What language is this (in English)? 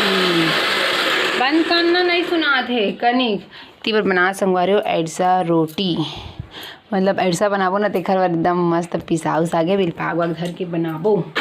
Chhattisgarhi